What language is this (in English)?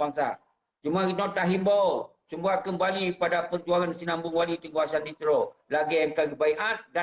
Achinese